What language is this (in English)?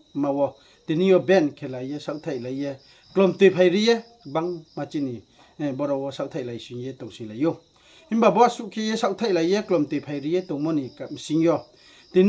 Riang (India)